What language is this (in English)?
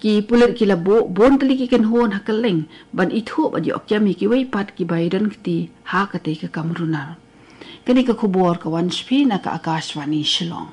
Khasi